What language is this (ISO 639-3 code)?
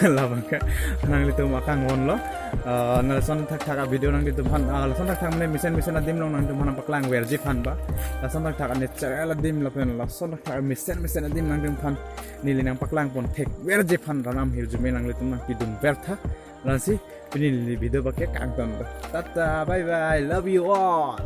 mjw